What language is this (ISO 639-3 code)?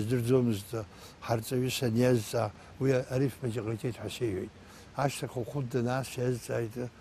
abk